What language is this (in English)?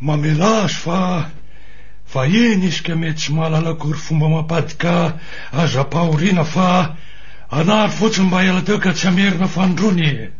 Malagasy